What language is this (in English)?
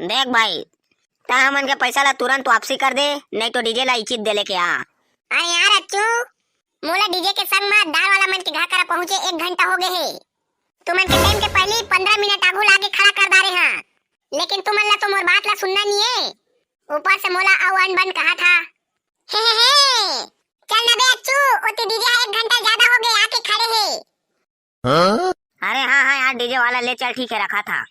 Chhattisgarhi